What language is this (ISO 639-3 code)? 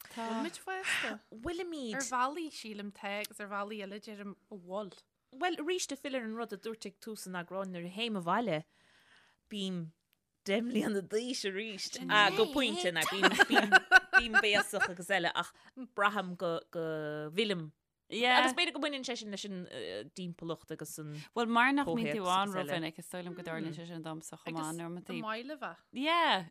gle